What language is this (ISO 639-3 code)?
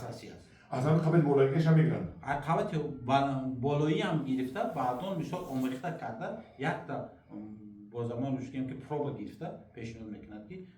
tgk